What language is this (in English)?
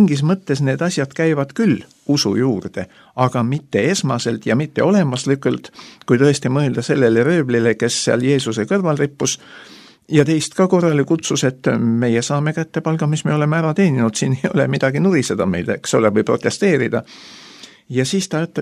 Estonian